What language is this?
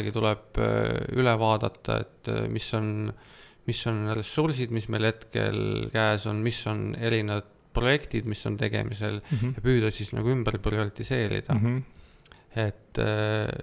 Estonian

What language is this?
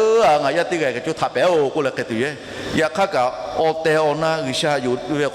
Lahu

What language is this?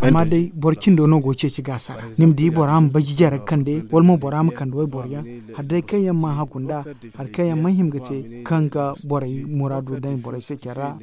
Zarma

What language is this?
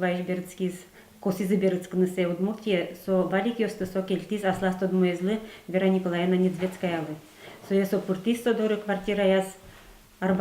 Udmurt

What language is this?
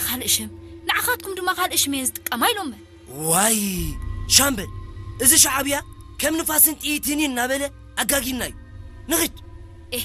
Tigrinya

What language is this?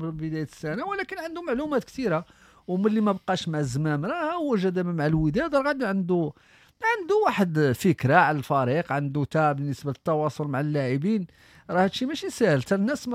Moroccan Arabic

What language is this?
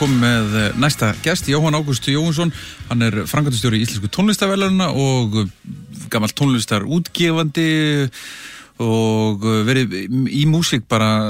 Icelandic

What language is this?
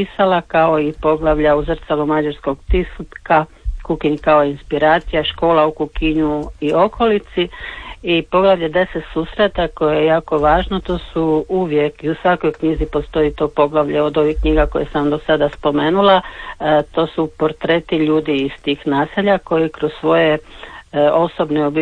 Croatian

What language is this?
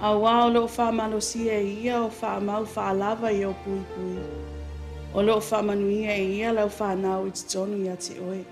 Samoan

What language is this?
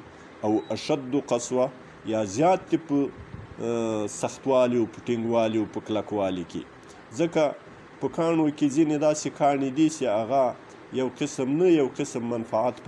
Pashto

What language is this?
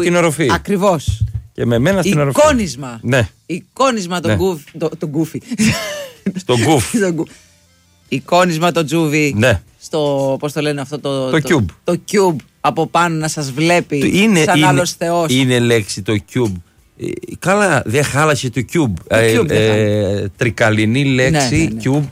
Greek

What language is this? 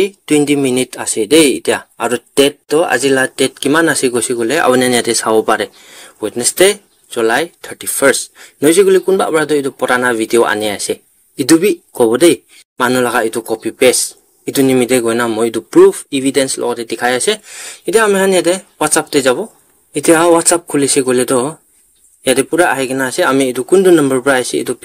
Naga Pidgin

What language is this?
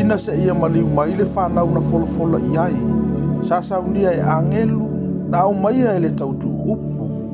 Samoan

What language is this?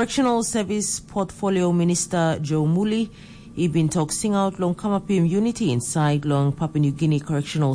Tok Pisin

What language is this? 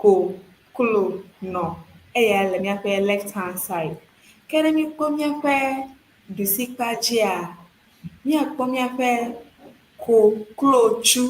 Ewe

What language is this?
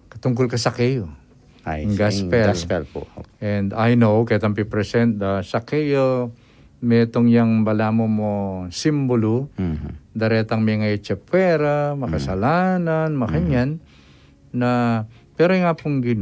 Pampanga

